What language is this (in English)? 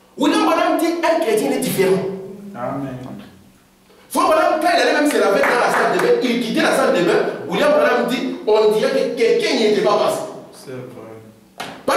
French